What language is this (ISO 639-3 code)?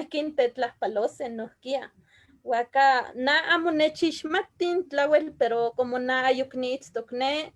nhe